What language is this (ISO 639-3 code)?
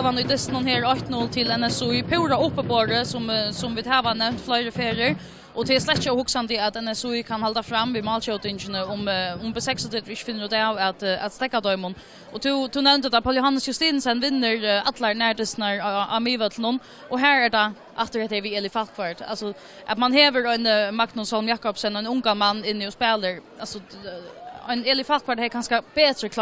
fao